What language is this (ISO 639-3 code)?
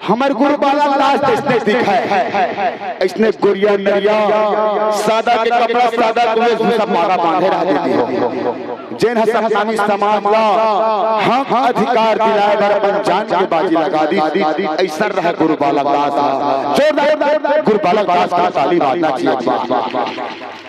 hne